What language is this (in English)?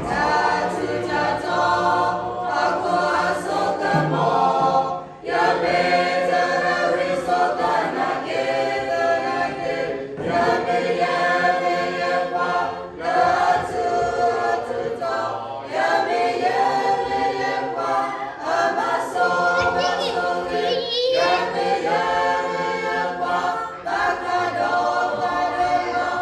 S'gaw Karen